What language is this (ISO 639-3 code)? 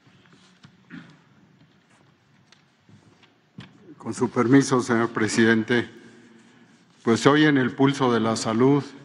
spa